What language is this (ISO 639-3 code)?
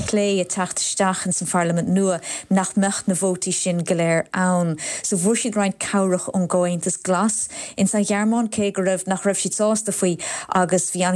gle